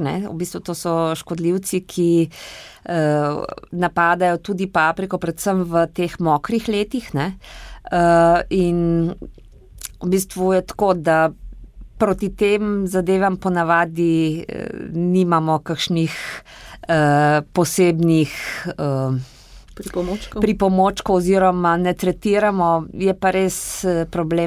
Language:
Slovenian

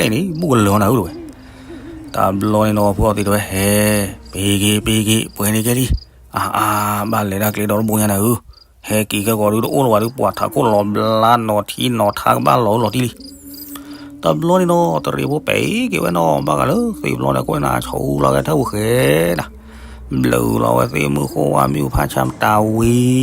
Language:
S'gaw Karen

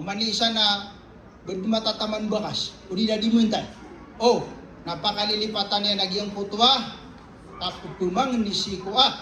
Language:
Maranao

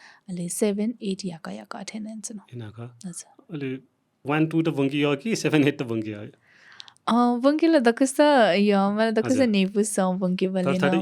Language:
Newari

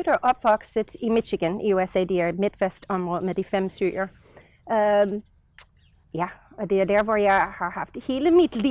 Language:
Danish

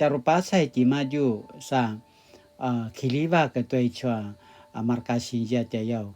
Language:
Paiwan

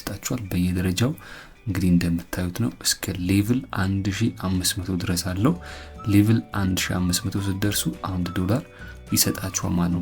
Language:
Amharic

